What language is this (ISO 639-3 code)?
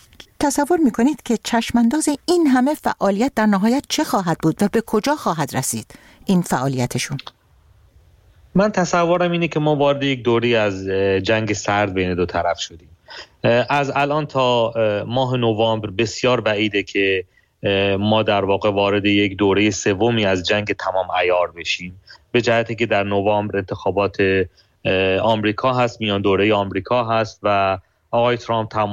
fas